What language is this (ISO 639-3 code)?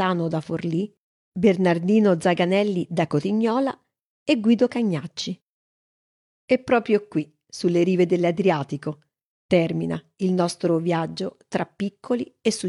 ita